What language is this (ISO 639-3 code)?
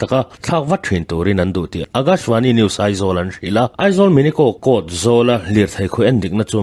lus